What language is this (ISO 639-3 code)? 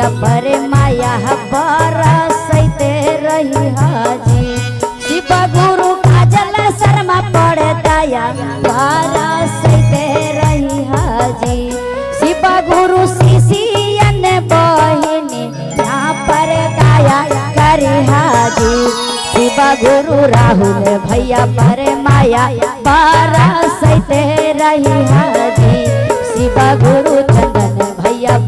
mag